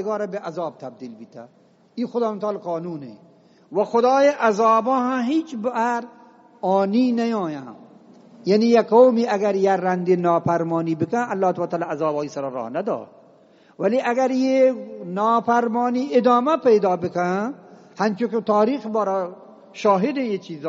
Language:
Eastern Balochi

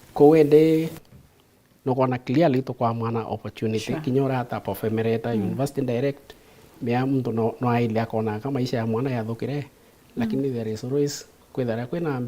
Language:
Meru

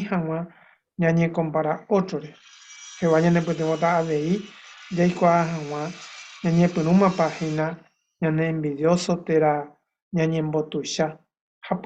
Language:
Guarani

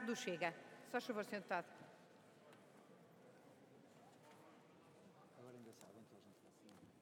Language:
Portuguese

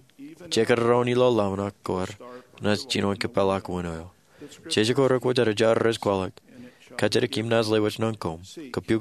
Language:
Marshallese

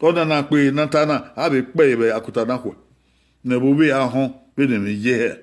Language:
Bini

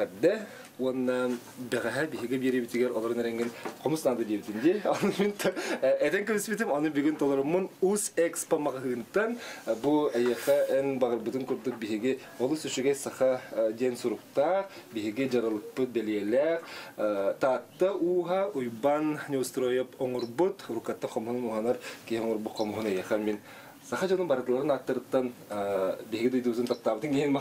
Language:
Yakut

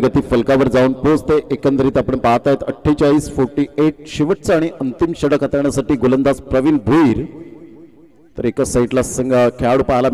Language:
Marathi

